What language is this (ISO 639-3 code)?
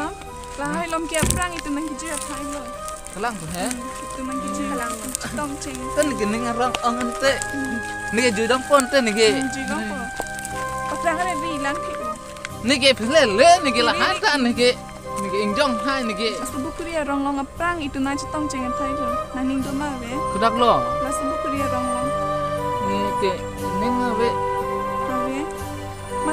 mjw